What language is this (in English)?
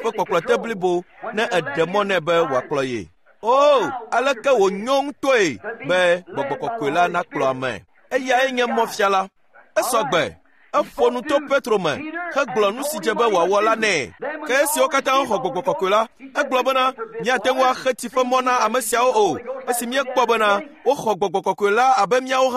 Ewe